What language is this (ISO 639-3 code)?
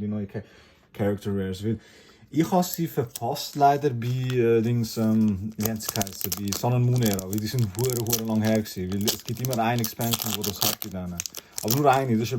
gsw